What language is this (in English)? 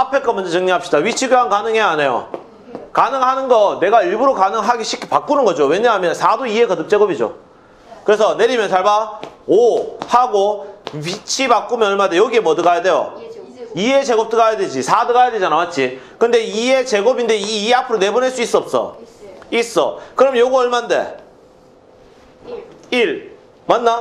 Korean